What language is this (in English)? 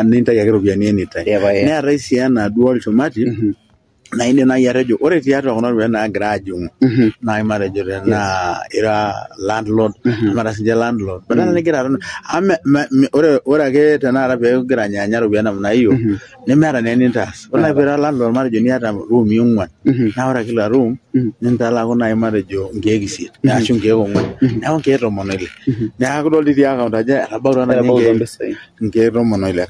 Masai